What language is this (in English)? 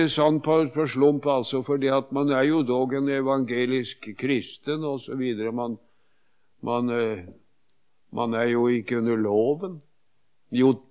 Norwegian